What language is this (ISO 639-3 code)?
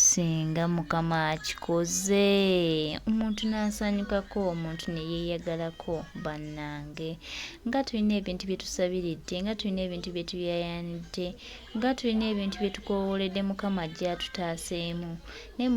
lug